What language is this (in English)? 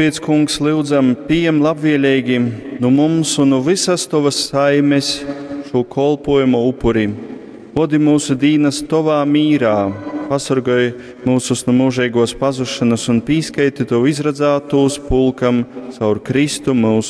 Latgalian